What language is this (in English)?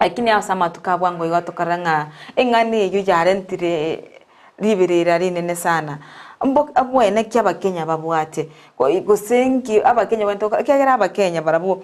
Gusii